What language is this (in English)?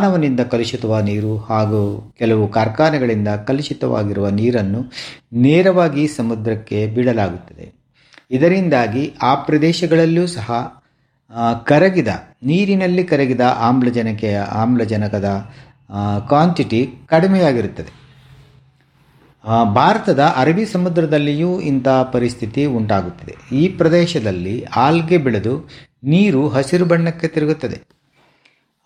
Kannada